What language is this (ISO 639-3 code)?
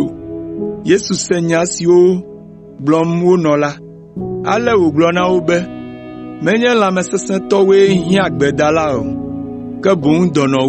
ewe